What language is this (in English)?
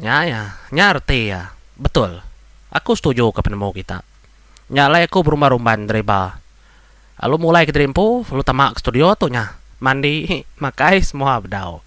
Iban